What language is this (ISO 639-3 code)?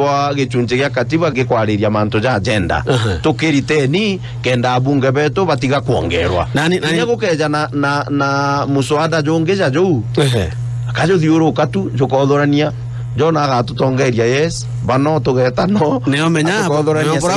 mer